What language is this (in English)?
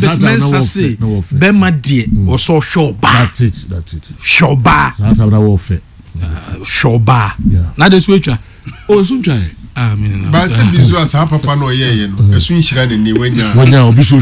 Akan